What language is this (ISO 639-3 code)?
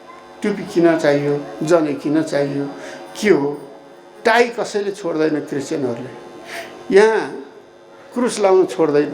nep